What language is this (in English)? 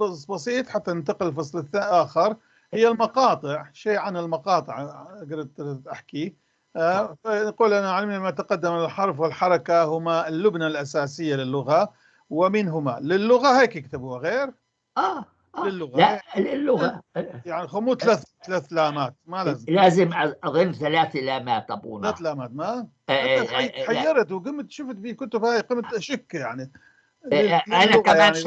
North Levantine Arabic